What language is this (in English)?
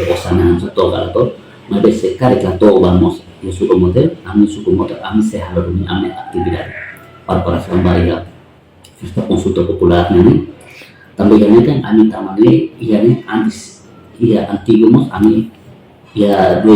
Tetum